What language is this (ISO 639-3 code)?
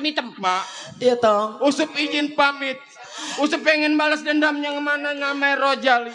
bew